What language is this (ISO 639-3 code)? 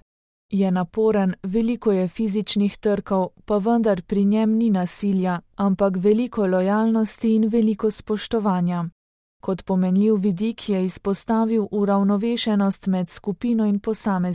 slv